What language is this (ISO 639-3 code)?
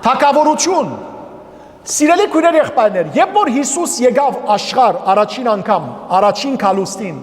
hyw